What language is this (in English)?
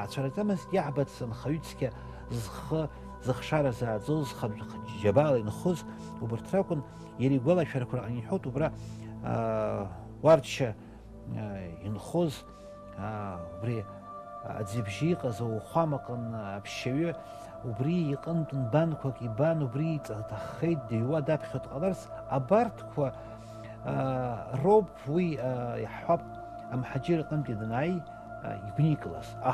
Abkhazian